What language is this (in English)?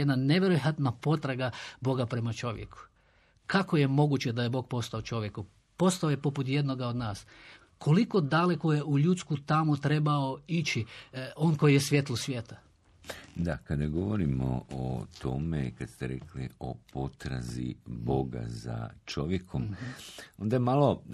Croatian